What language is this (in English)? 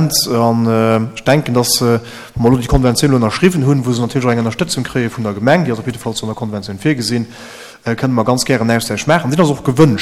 Luxembourgish